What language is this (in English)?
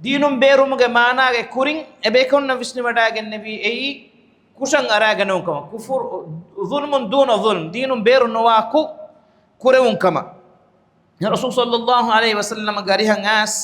Divehi